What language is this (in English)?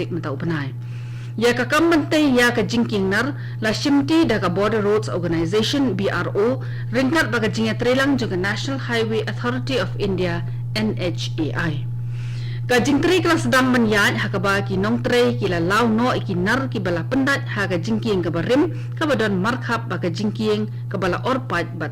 Khasi